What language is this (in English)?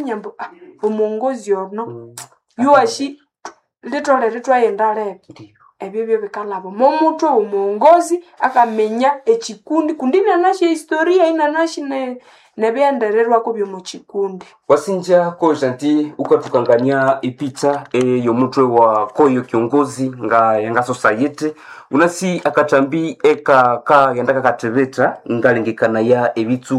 Nande